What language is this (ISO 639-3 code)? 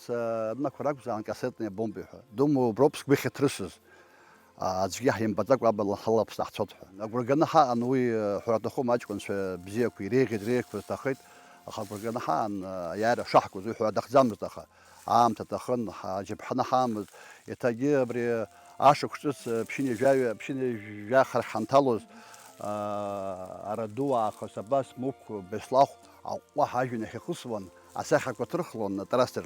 abk